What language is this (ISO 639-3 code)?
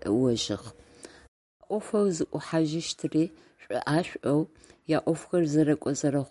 ady